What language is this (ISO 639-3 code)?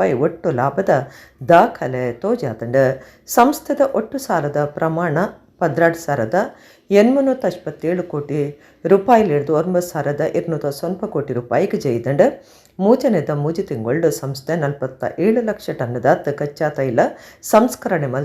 tcy